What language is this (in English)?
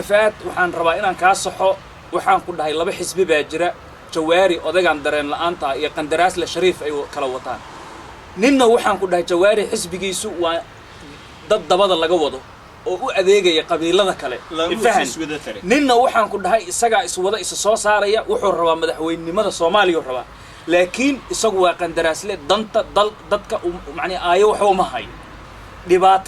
Somali